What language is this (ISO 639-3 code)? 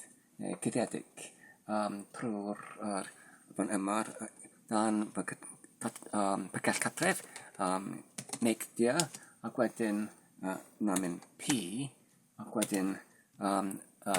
cym